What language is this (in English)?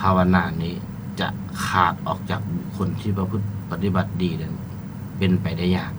Lao